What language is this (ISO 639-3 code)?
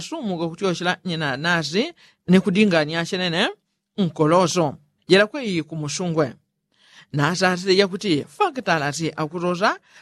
yao